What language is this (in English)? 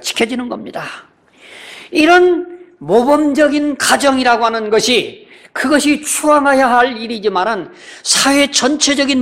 Korean